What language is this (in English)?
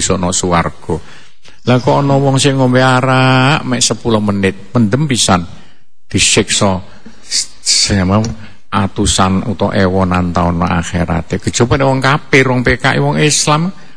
Javanese